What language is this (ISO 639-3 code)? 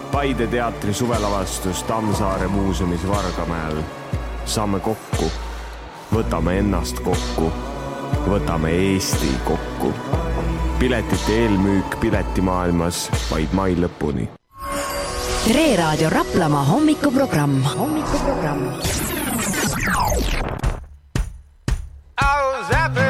est